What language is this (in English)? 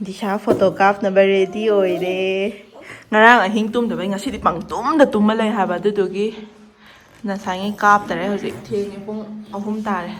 Manipuri